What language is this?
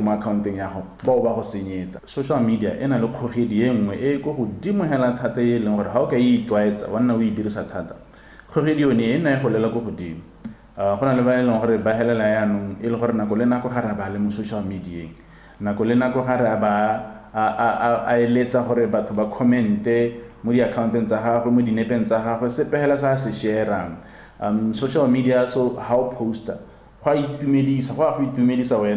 Tswana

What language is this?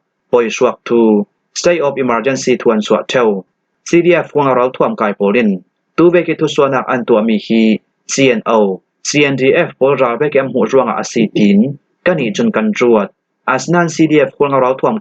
Falam Chin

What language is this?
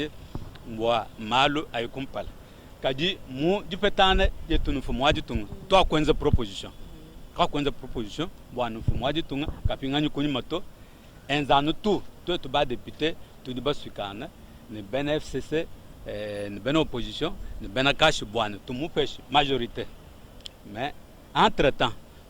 Luba-Lulua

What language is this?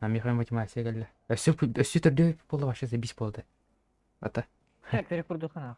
Yakut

